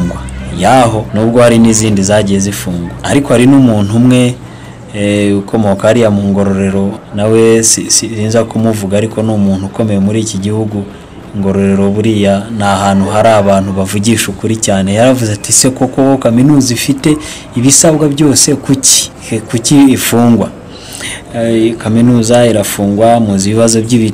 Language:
Kinyarwanda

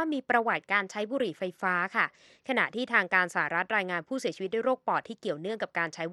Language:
Thai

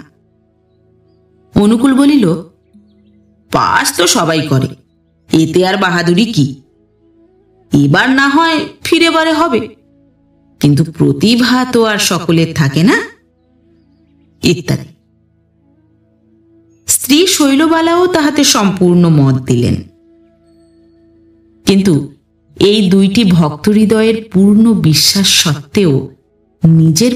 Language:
Bangla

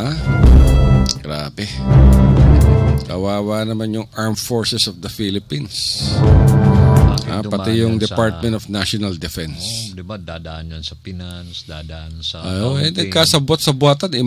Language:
Filipino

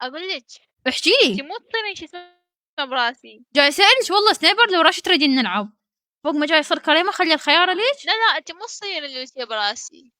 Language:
Mesopotamian Arabic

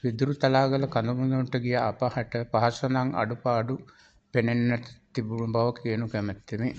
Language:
Sinhala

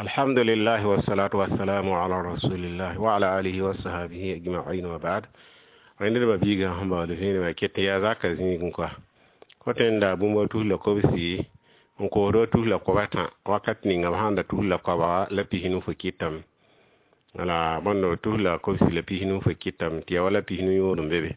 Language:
Mossi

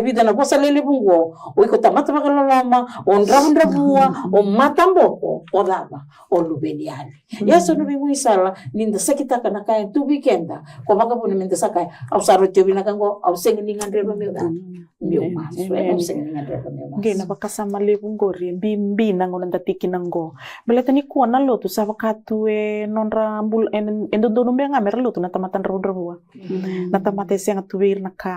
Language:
Fijian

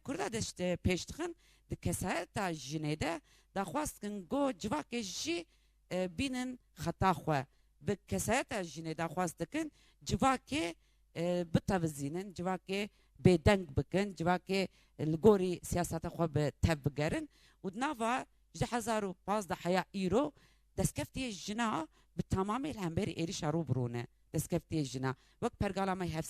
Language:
Kurdish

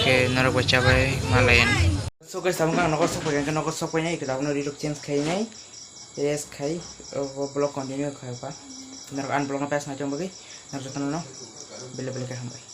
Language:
Kok Borok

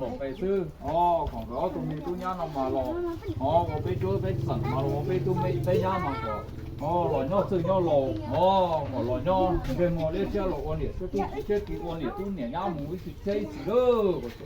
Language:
Hmong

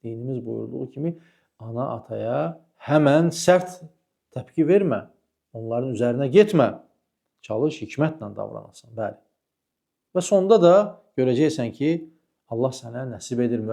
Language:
Azerbaijani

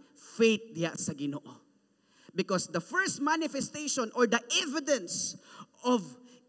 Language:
Cebuano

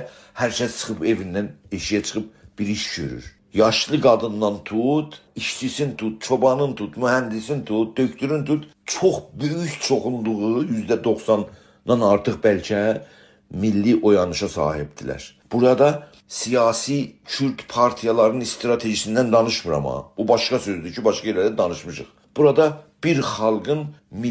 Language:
South Azerbaijani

